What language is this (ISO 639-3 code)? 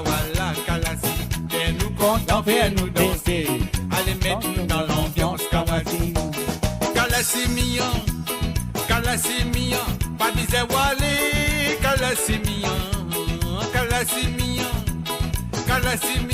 mfe